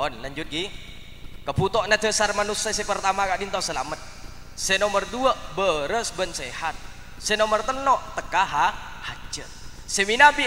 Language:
Madurese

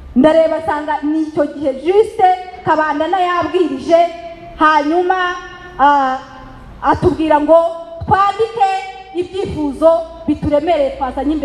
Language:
Kinyarwanda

